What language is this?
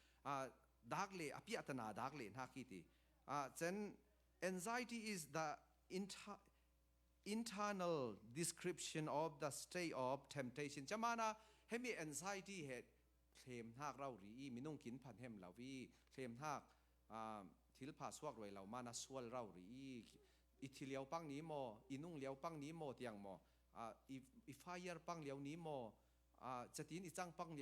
Falam Chin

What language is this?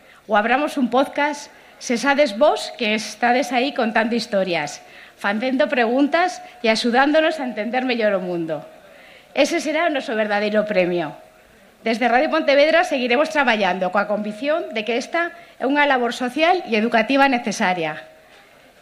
Galician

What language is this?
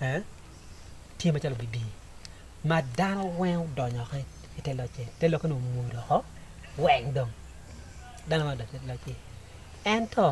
Acoli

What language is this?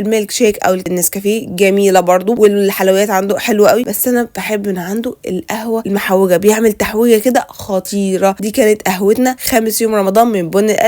Egyptian Arabic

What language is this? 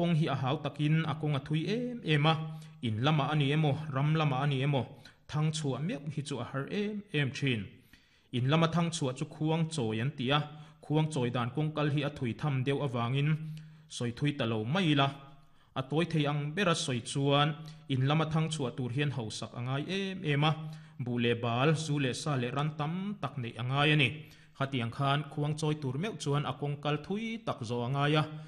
Mizo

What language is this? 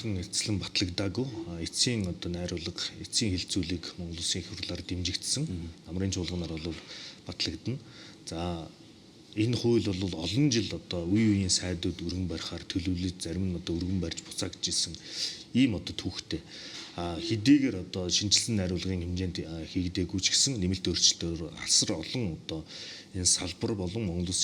Mongolian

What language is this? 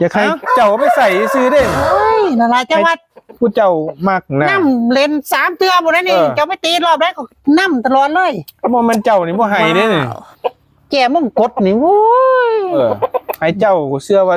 Northeastern Thai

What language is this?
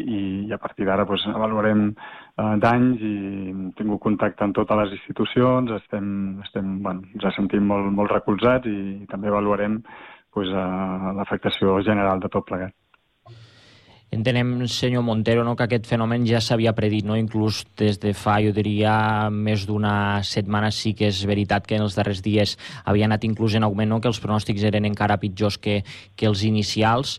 Catalan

